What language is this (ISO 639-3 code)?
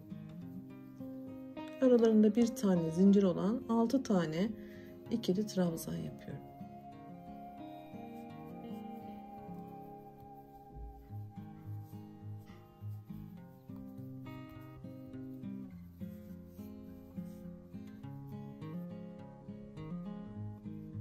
tur